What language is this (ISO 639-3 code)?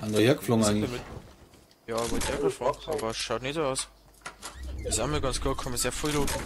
bar